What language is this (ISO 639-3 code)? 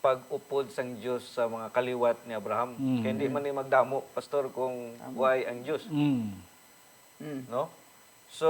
hil